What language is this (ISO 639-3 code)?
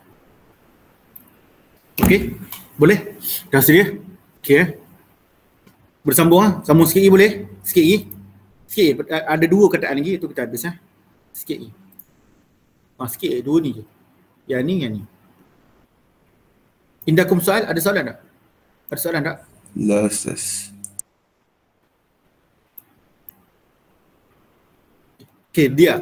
msa